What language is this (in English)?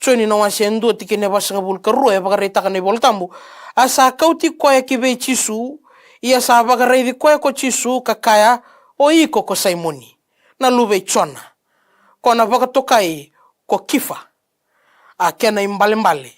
Fijian